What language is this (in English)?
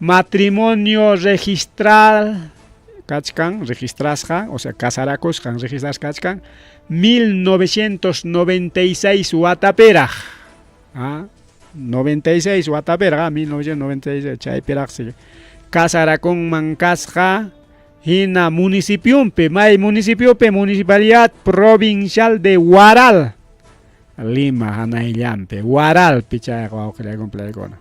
Ayacucho Quechua